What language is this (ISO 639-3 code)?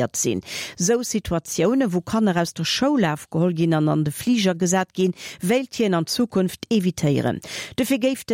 ltz